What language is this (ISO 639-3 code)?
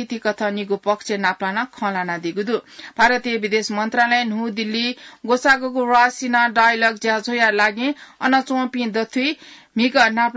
new